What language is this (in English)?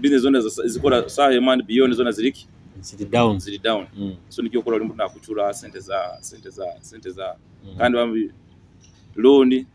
Nyoro